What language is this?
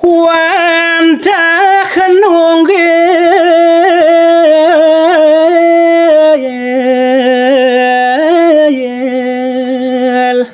Balinese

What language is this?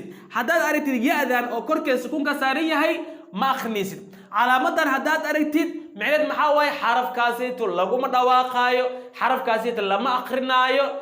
Somali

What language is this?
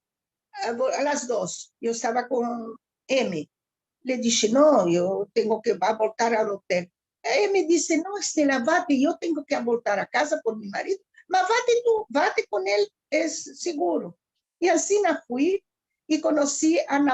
Ladino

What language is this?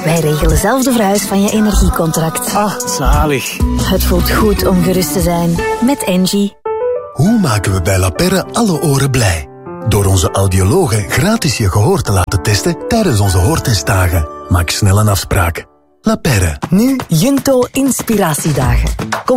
Dutch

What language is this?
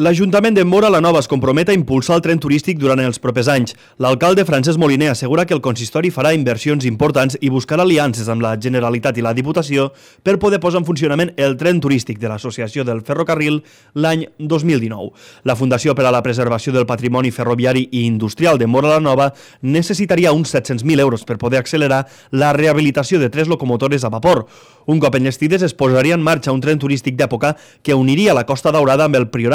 Catalan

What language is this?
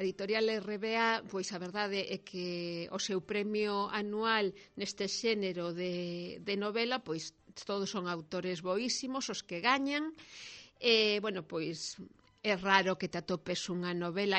Galician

